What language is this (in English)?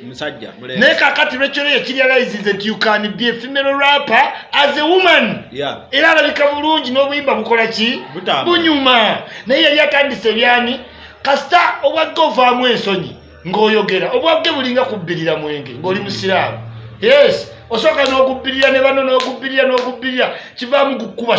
Ganda